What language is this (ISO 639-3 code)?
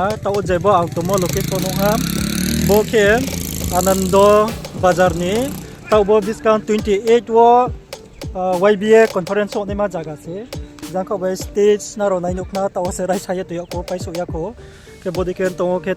ria